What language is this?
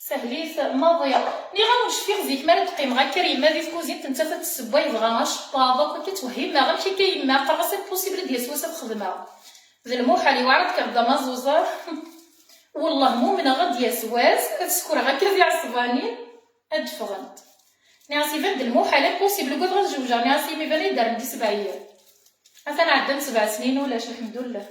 Kabyle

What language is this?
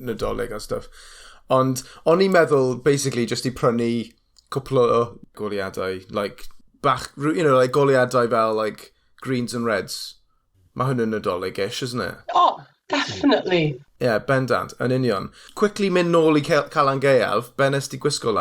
Welsh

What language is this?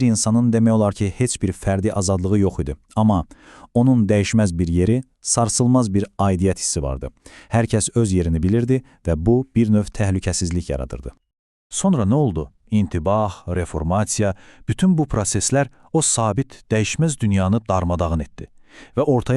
Azerbaijani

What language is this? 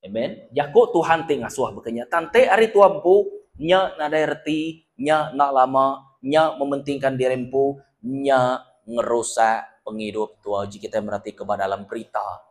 Iban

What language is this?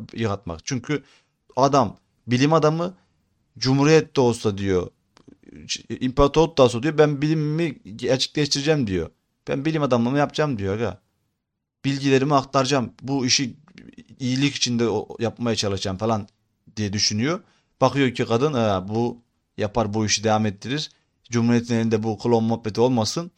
Turkish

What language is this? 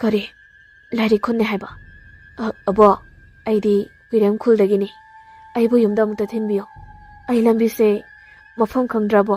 Manipuri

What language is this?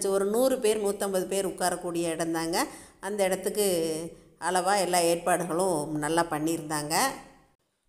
Tamil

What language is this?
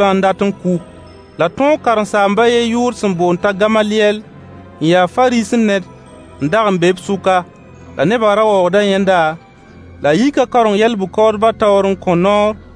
Mossi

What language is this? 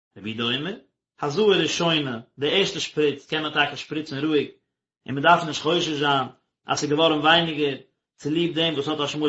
Yiddish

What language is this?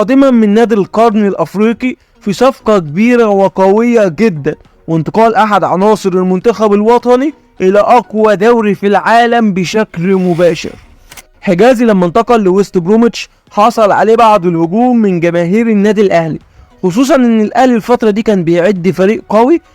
Egyptian Arabic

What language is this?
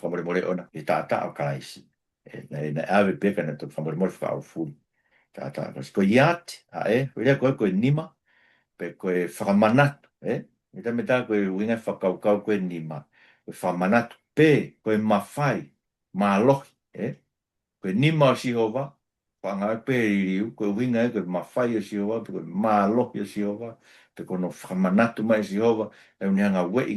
Tongan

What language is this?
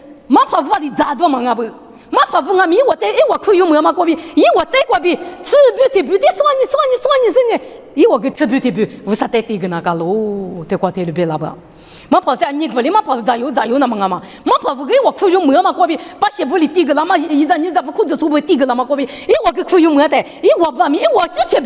Lisu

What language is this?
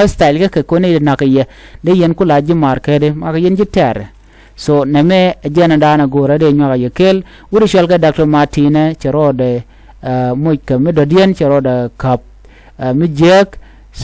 Nuer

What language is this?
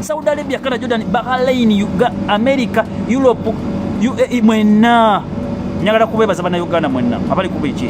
Ganda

